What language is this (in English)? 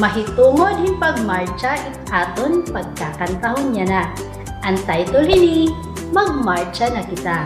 Waray